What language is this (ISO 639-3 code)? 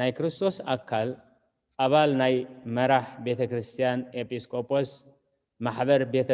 tir